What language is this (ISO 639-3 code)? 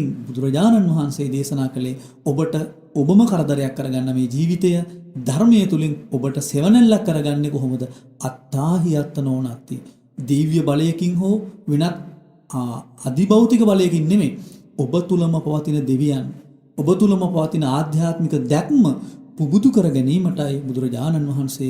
sin